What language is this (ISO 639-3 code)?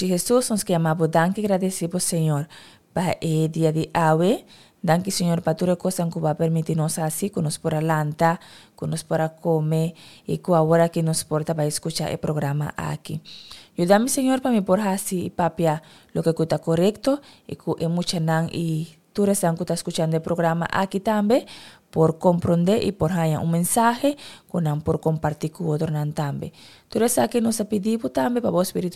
pap